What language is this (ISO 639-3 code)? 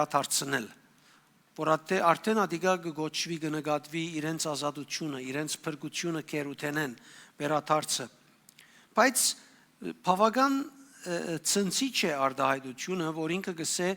hyw